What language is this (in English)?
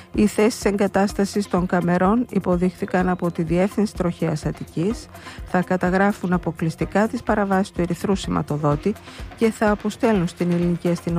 Greek